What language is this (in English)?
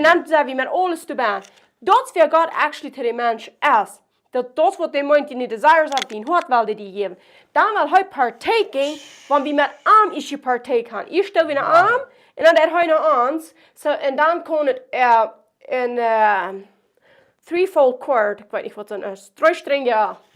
Plautdietsch